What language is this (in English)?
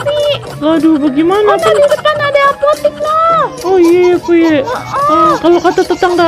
Betawi